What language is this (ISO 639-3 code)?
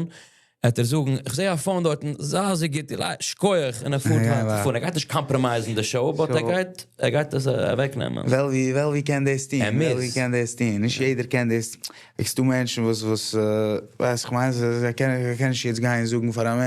yid